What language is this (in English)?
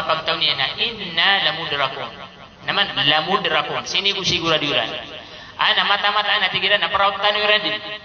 Maranao